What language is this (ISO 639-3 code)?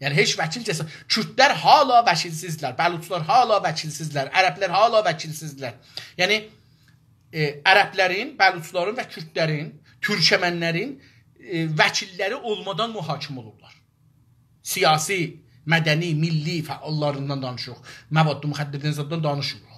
azb